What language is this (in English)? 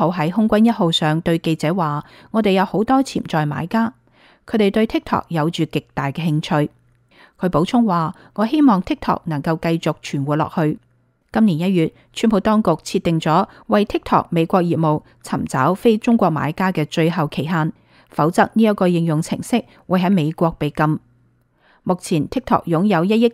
Cantonese